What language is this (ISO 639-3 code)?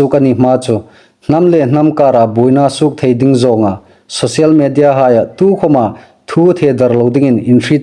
hmr